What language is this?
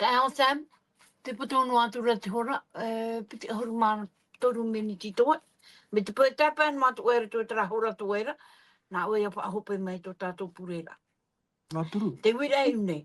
Tahitian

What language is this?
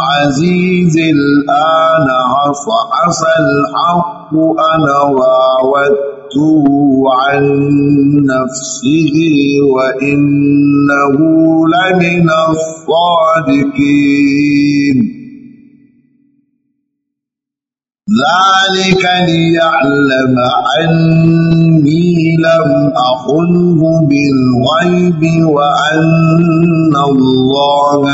Arabic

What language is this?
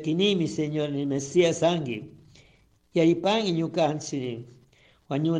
Chimborazo Highland Quichua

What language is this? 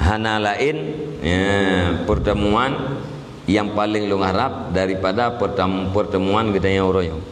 Achinese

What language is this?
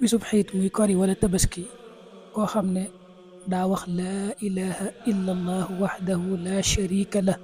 Wolof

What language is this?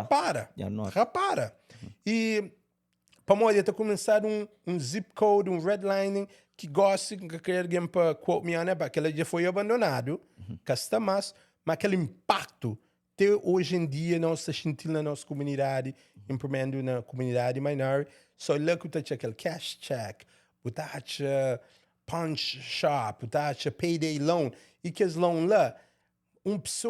Kabuverdianu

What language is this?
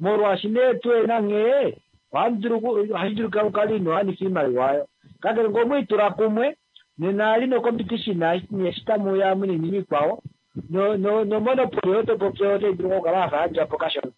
Kuanyama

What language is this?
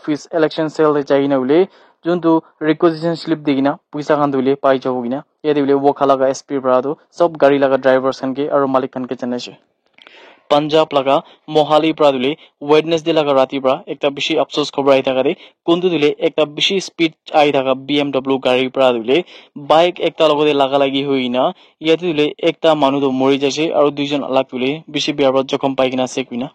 Naga Pidgin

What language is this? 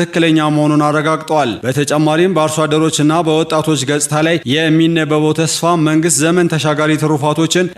Amharic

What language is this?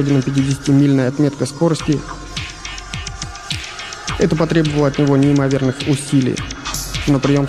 Russian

